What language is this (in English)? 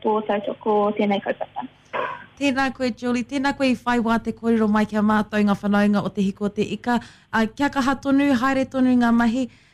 Māori